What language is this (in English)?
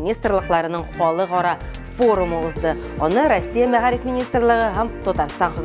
Tatar